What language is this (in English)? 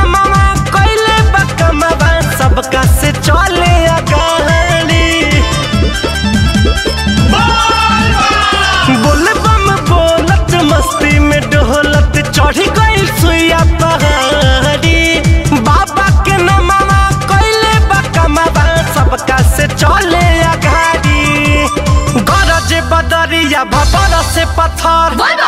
Bhojpuri